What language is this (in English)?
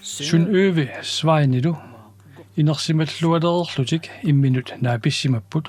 Kalaallisut